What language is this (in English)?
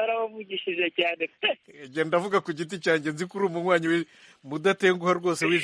Kinyarwanda